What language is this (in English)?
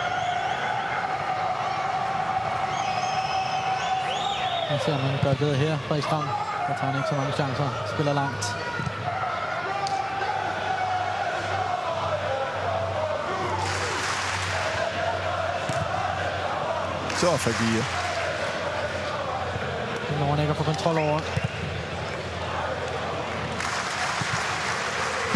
Danish